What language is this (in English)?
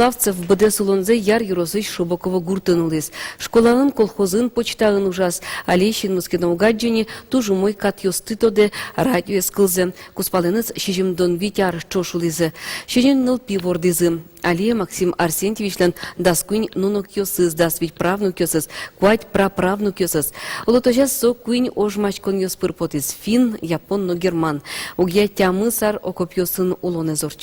Udmurt